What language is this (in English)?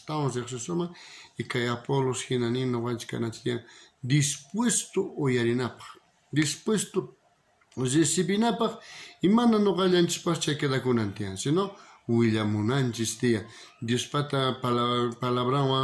South Bolivian Quechua